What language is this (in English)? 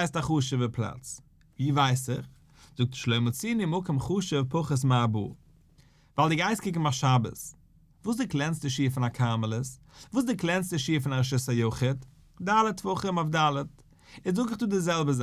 Yiddish